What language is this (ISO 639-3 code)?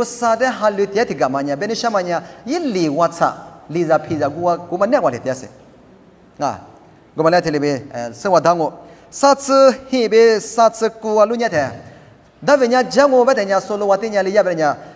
lis